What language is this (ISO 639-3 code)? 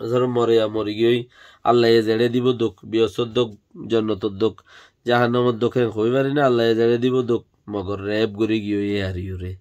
rhg